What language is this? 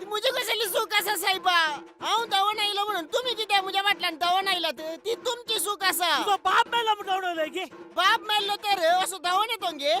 Konkani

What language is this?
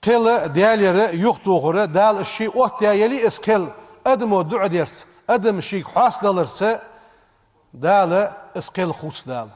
Ingush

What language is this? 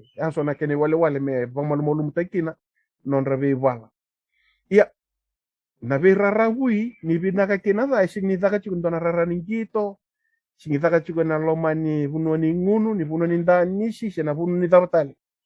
Fijian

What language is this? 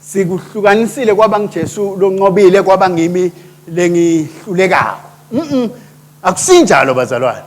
Swati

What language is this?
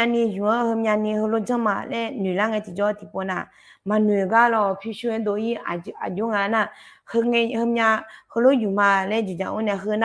Akha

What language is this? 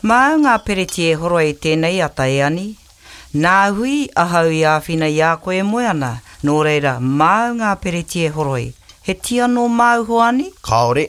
Māori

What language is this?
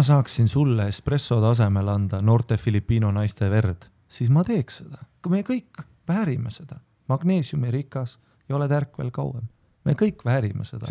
Estonian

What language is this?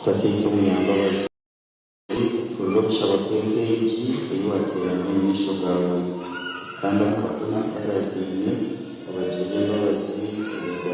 Nyankole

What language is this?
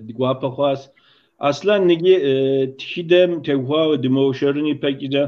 Kabardian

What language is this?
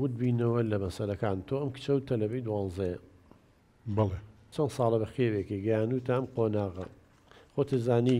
Central Kurdish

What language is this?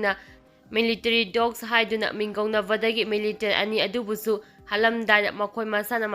Manipuri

